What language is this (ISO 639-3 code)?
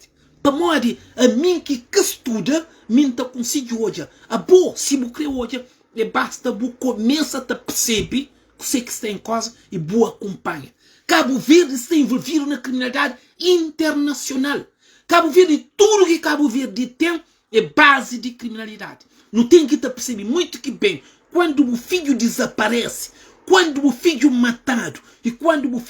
kea